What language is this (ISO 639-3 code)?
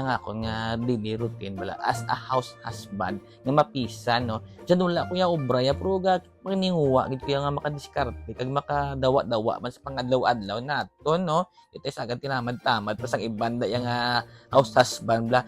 hil